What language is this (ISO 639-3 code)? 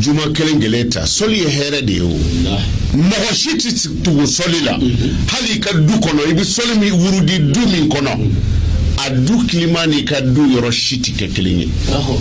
bam